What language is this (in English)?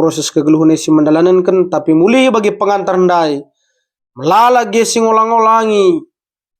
Batak Karo